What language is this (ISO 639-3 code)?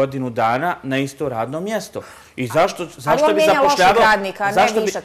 bos